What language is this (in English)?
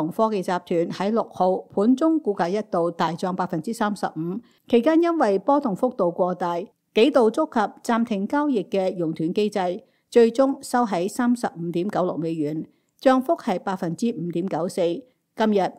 Cantonese